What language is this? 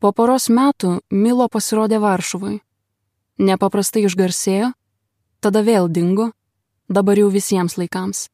Lithuanian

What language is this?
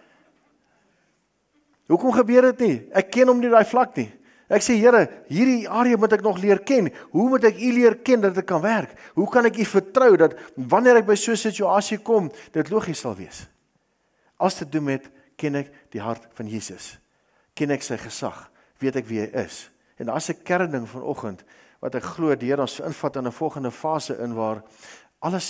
Afrikaans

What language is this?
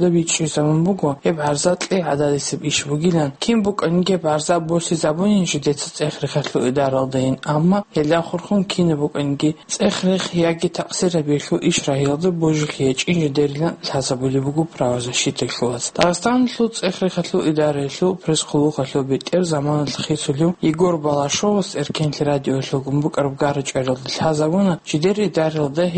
Avaric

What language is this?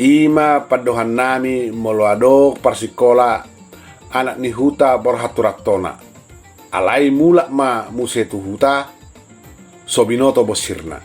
Batak Toba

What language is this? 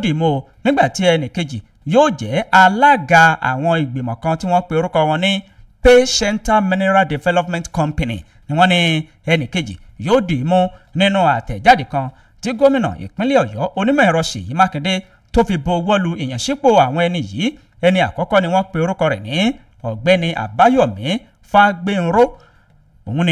Yoruba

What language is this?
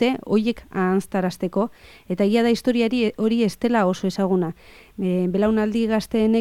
Basque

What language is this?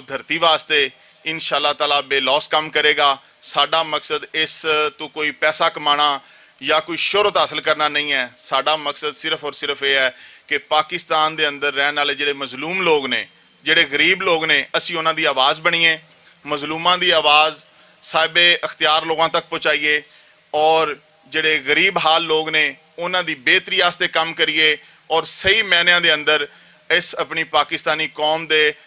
Western Panjabi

